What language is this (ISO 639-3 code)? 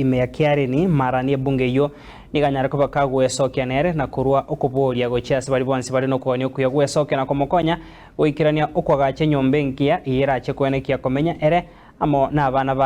guz